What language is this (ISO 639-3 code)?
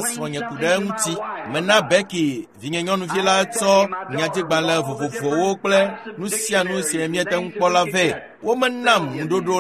ewe